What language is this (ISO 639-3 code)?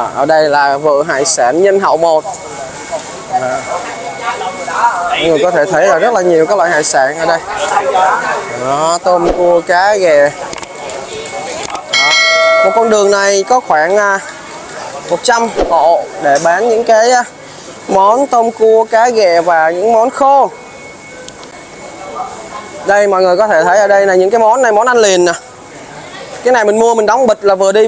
vie